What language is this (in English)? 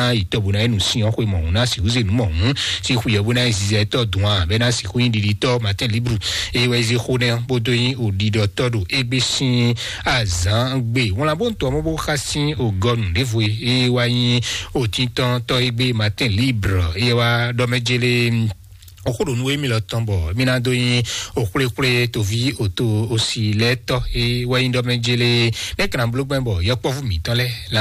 Fon